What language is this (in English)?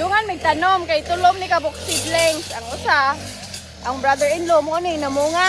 Cebuano